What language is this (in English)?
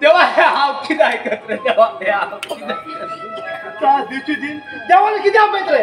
Konkani